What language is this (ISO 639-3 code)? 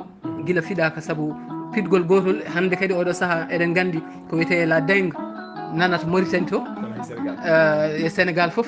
ful